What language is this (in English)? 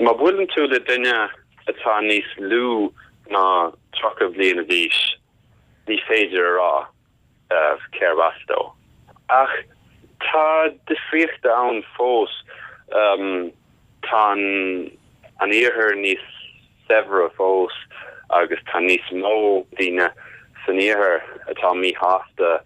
Irish